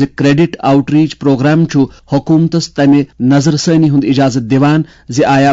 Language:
Kashmiri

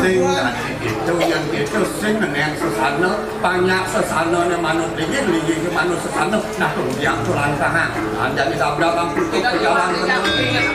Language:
Balinese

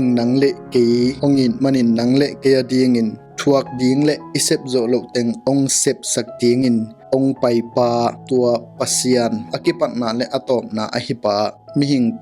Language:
Tedim Chin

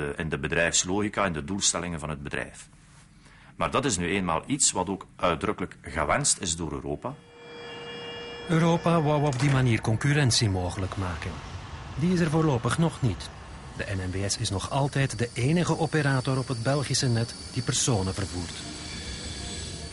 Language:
Dutch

